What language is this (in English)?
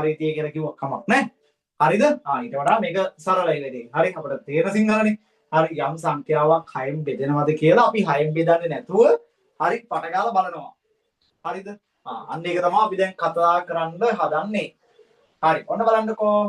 Sinhala